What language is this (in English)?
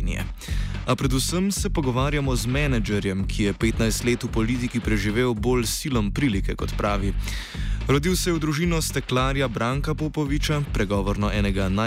Slovenian